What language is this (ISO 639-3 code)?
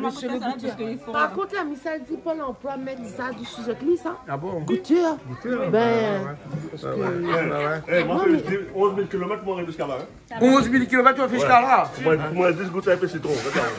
rcf